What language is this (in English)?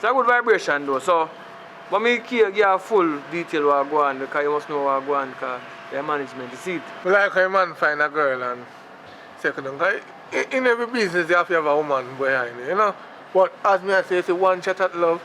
Jamaican Creole English